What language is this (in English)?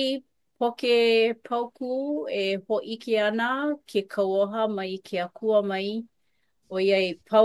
Hawaiian